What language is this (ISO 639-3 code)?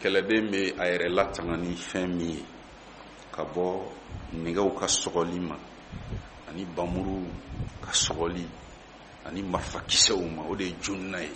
bam